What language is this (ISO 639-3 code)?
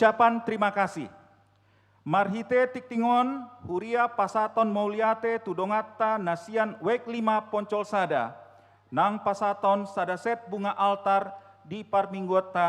bbc